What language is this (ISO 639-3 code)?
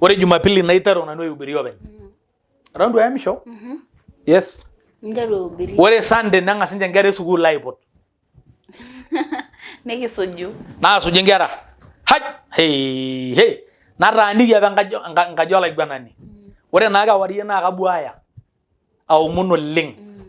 mas